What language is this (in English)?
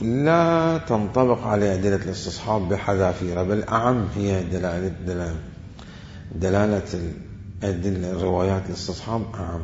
Mesopotamian Arabic